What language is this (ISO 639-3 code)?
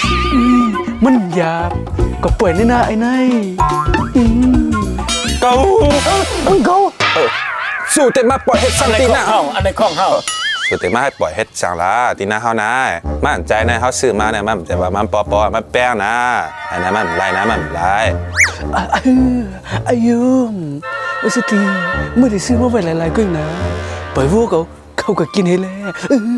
shn